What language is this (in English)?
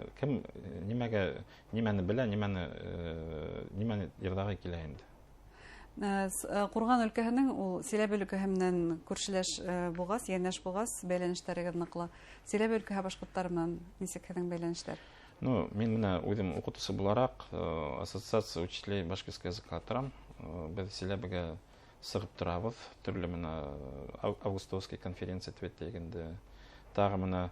Bashkir